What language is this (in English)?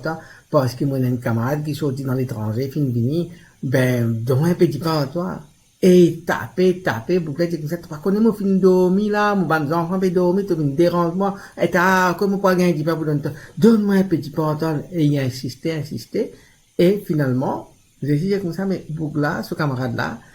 Morisyen